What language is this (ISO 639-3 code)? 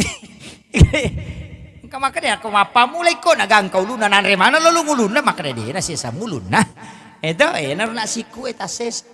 bug